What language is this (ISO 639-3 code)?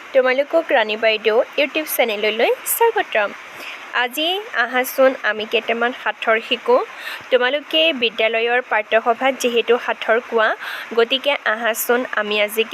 asm